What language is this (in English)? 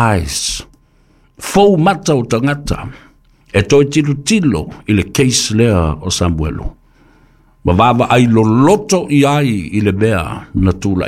Samoan